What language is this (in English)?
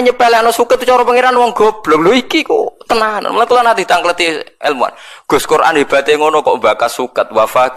Javanese